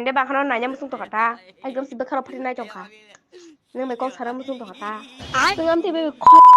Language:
Kok Borok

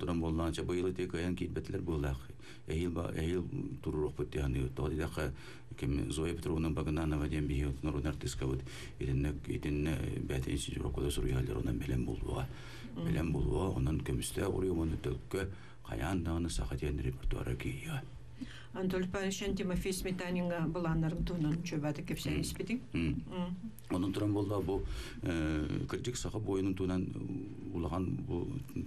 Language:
Yakut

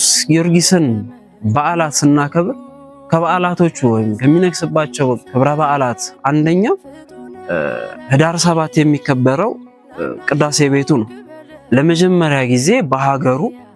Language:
Amharic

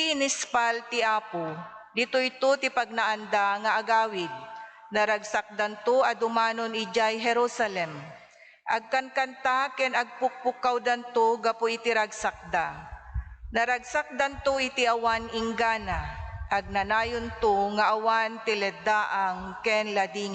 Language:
Iloko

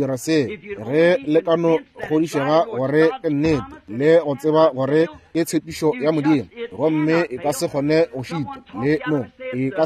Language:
Northern Sotho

